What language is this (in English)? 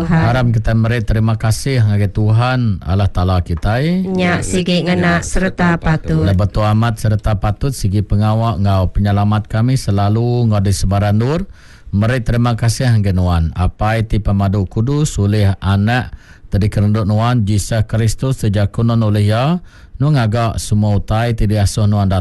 Iban